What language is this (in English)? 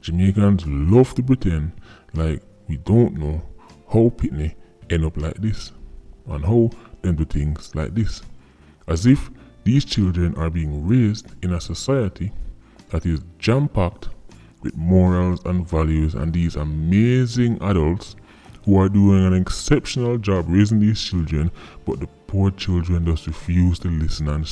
Jamaican Creole English